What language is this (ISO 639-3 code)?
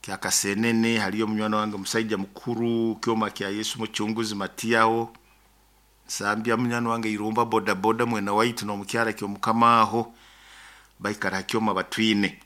nyo